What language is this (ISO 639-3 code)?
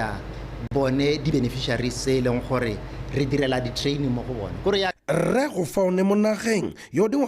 tsn